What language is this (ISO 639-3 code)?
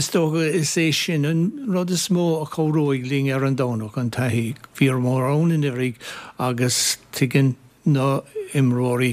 gle